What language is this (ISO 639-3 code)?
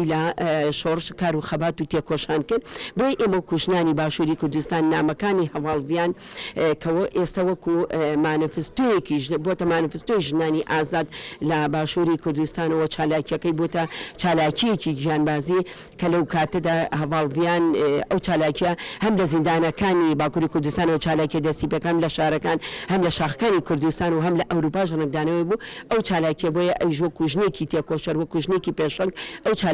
ckb